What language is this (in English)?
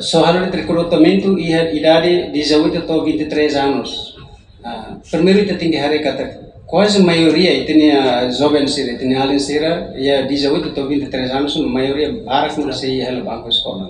Tetum